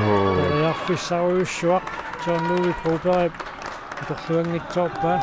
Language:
Kalaallisut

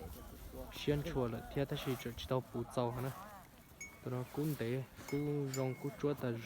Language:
Hmong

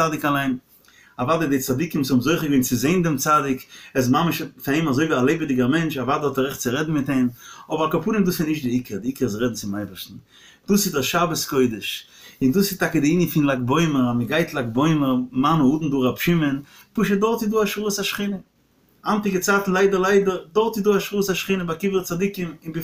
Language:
Yiddish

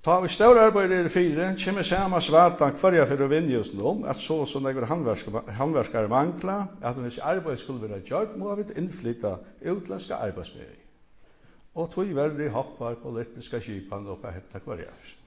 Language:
Faroese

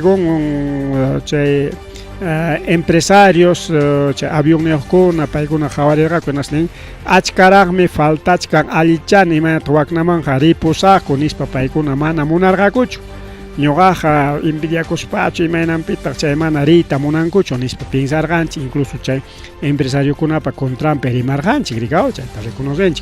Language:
Ayacucho Quechua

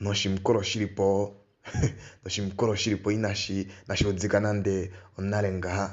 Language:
Kuanyama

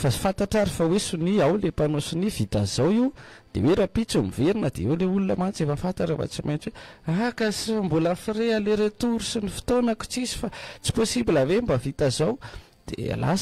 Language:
Malagasy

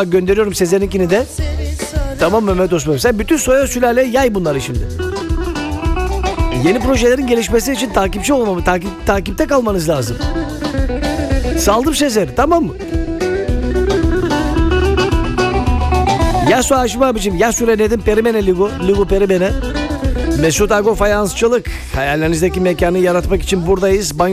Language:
Turkish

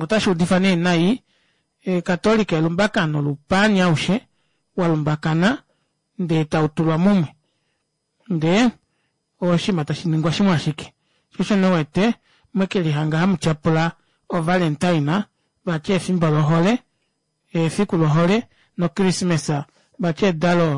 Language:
Kuanyama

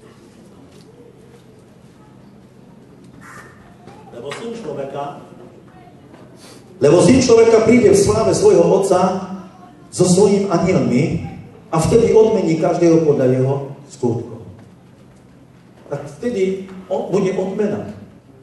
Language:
Slovak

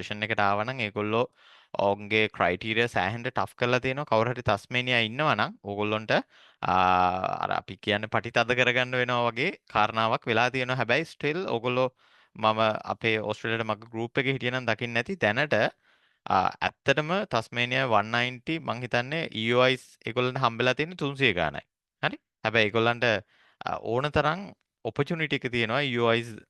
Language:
Sinhala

